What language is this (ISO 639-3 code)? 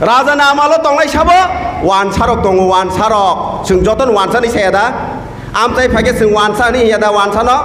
trp